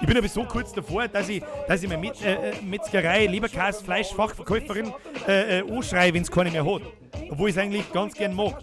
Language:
Bavarian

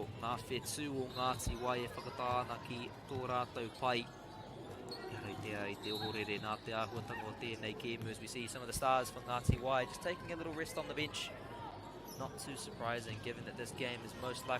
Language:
Māori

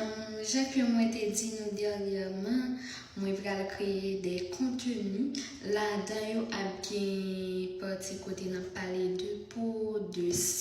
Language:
Haitian Creole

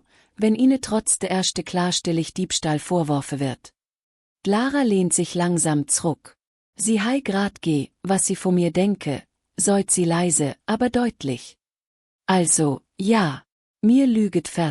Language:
Swiss German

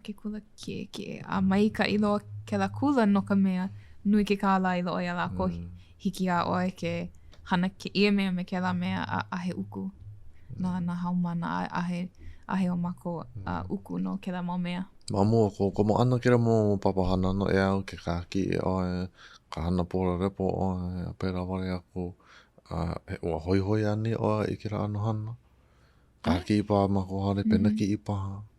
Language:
Hawaiian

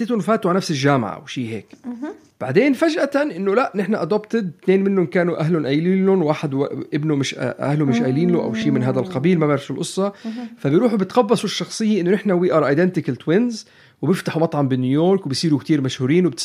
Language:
North Levantine Arabic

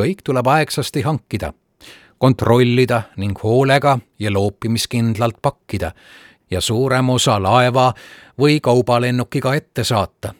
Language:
Estonian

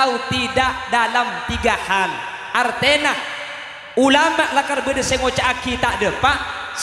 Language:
Madurese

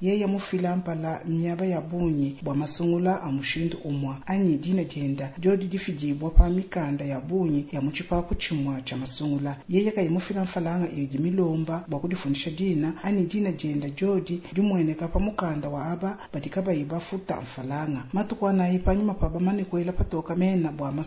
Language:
Luba-Lulua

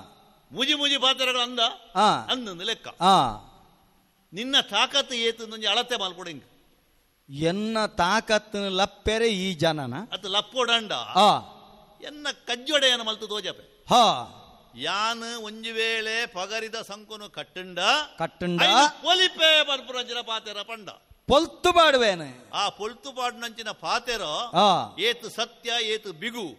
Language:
Tulu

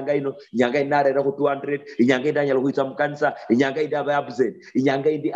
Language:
Luyia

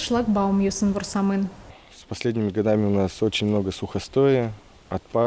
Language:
Udmurt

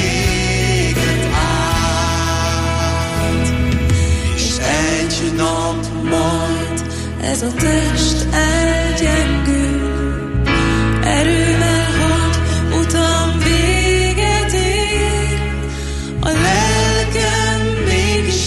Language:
Hungarian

